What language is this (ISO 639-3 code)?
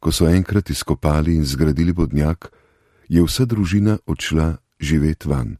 slv